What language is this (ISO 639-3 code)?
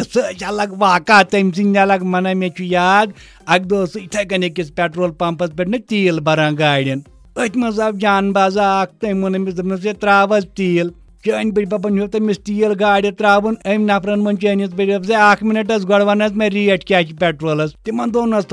kas